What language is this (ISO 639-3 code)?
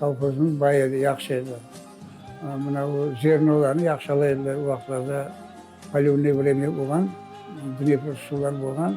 crh